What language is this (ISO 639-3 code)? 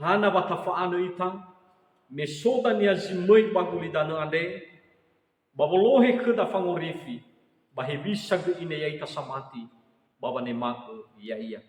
nia